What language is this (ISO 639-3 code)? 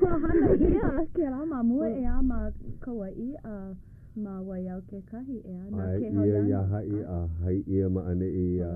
haw